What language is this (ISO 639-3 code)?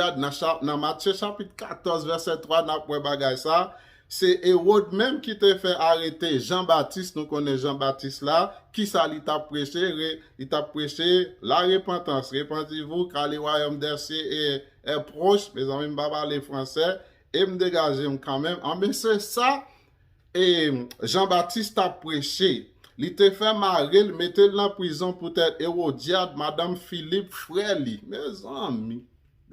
hat